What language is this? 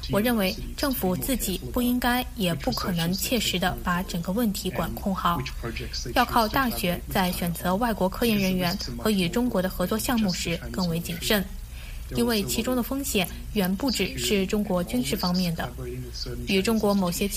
Chinese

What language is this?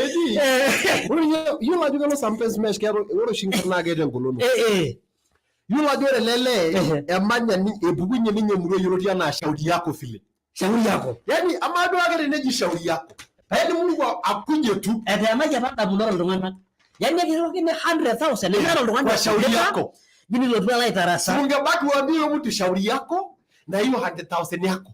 Masai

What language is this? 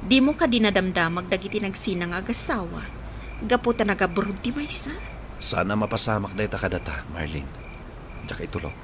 Iloko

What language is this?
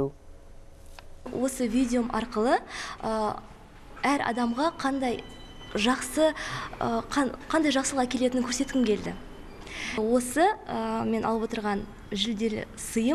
Kazakh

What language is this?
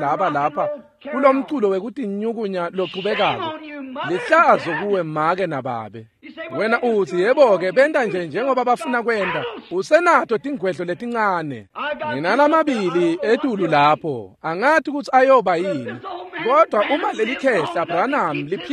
Swati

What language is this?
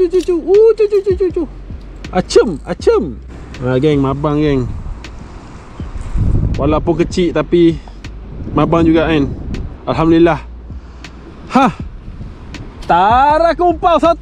Malay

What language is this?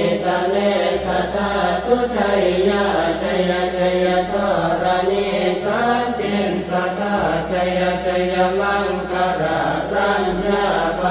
Pali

